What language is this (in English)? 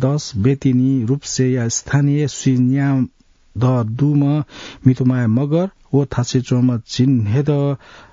Newari